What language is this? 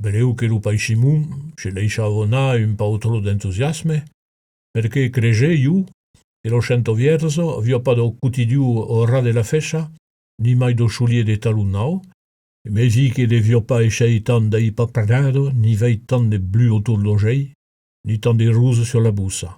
Occitan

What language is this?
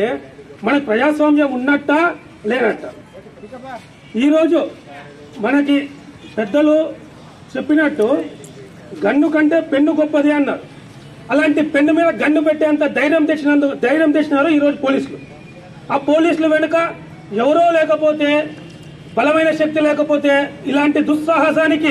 Telugu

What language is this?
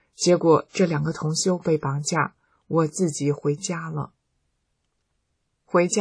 Chinese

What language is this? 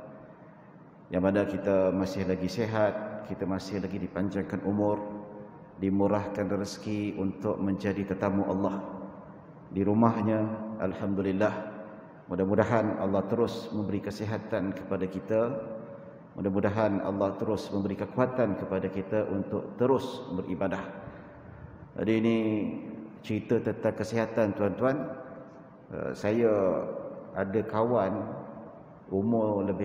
Malay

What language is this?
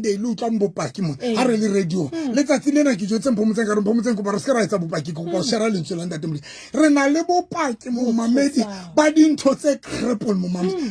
Southern Sotho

